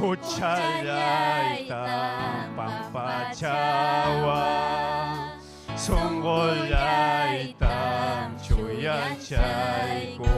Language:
Ayacucho Quechua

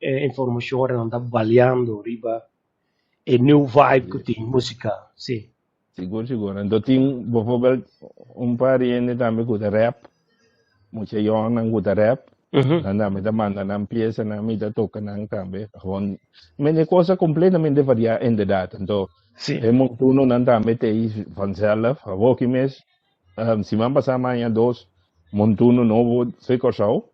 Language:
Papiamento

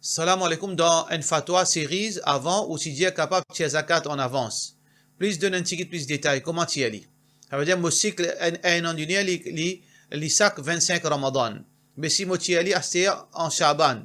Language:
Morisyen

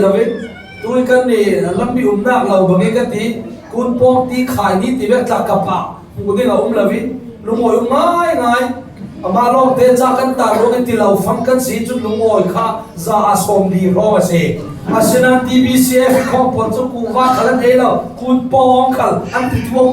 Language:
Falam Chin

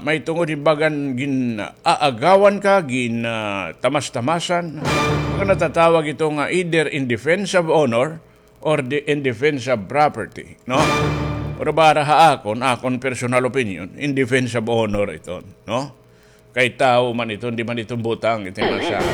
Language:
Waray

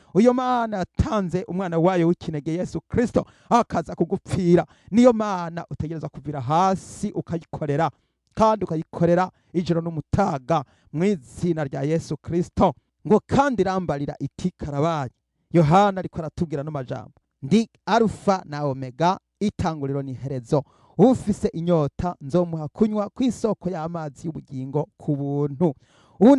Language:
Rundi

